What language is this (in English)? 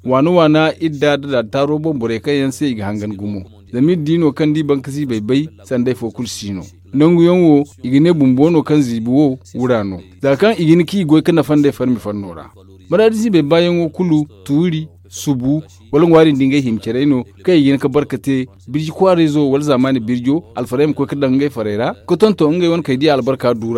Zarma